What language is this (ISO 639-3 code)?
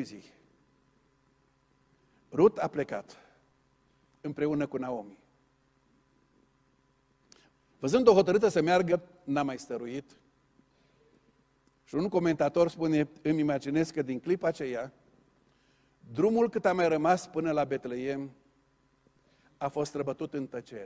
ron